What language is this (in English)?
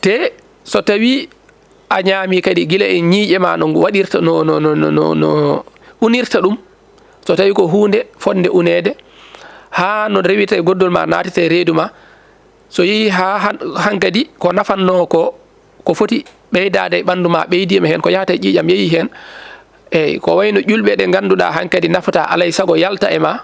Fula